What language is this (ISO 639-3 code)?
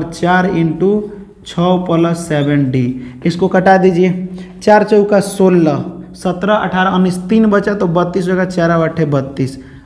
hin